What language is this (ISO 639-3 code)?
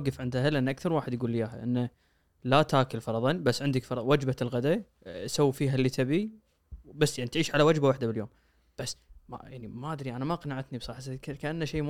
afb